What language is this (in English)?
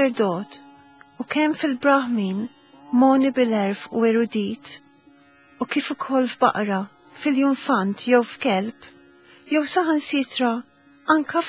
Maltese